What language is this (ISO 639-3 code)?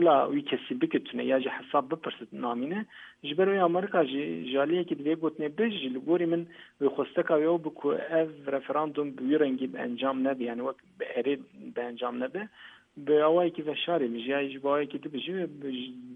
kur